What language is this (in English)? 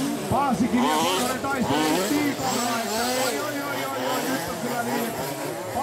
Finnish